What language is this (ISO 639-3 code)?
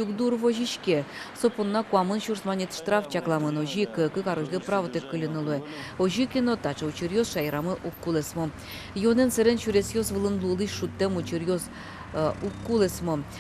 udm